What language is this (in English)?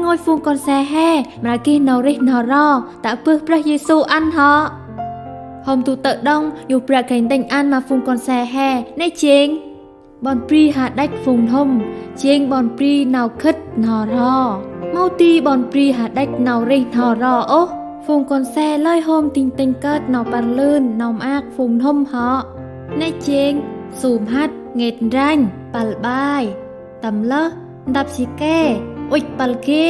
Central Mnong